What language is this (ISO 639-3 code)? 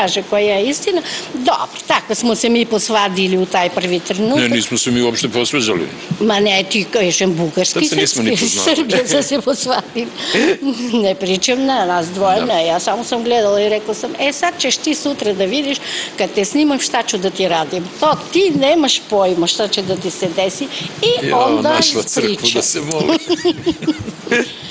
srp